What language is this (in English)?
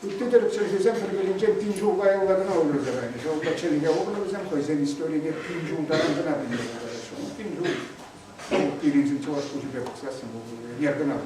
Chuvash